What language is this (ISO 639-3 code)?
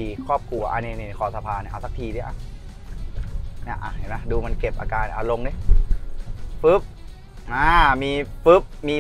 tha